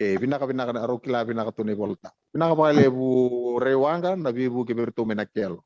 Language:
Fijian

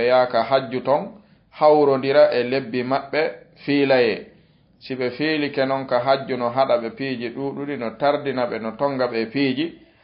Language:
Fula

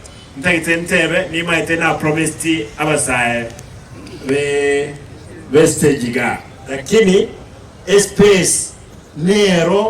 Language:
Gusii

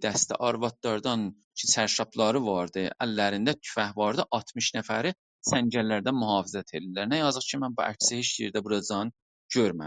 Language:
South Azerbaijani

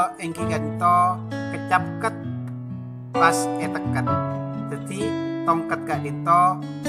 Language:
Madurese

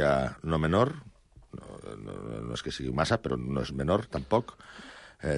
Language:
Catalan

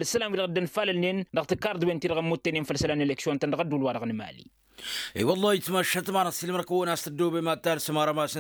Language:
Tamasheq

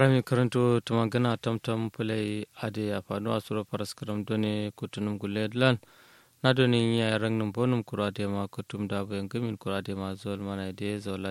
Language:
Kanuri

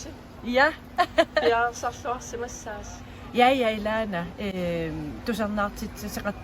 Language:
Kalaallisut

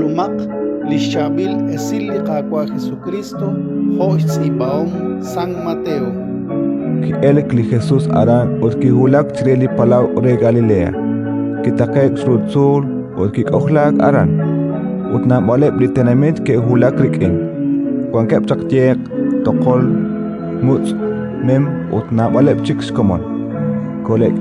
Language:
Kekchí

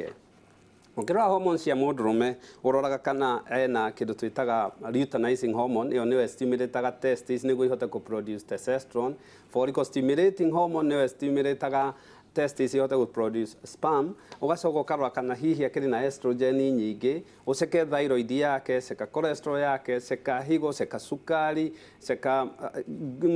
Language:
Kikuyu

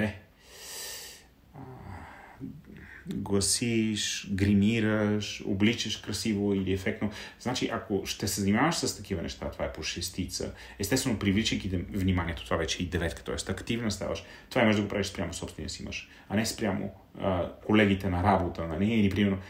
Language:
Bulgarian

